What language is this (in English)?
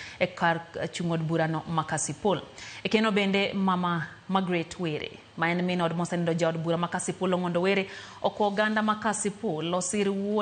Luo (Kenya and Tanzania)